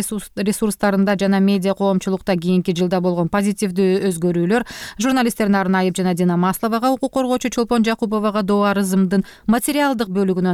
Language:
Kyrgyz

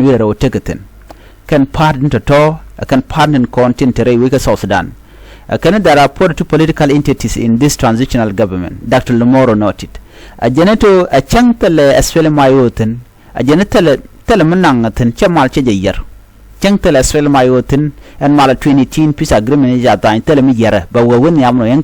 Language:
Nuer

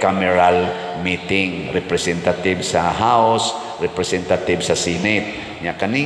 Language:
Cebuano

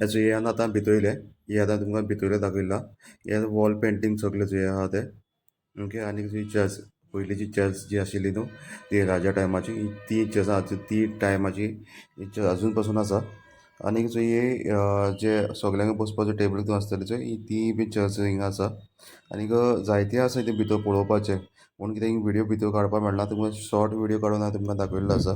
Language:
Konkani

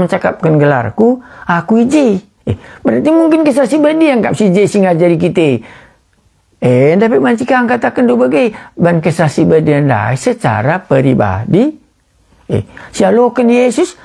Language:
Batak Karo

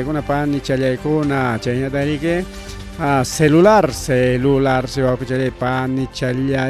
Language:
Ayacucho Quechua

